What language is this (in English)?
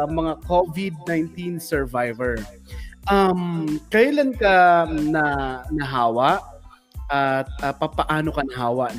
Filipino